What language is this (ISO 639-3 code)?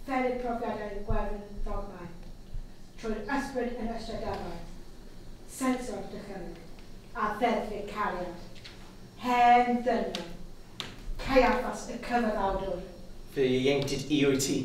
cym